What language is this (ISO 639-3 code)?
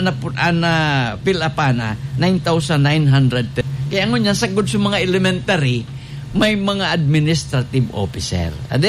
bik